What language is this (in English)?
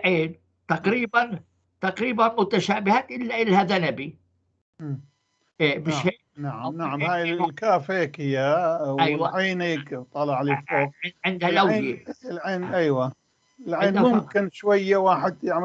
North Levantine Arabic